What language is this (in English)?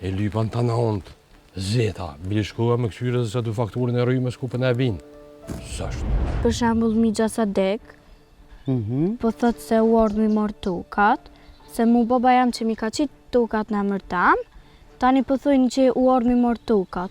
Albanian